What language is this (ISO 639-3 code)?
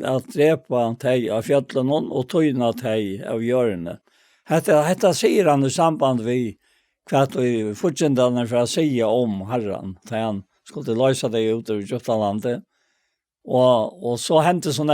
fao